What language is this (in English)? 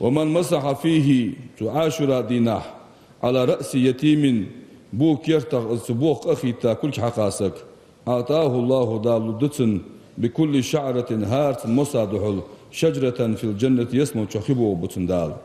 Ingush